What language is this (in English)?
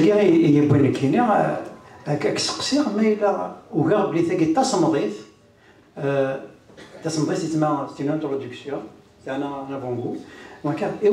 Kabyle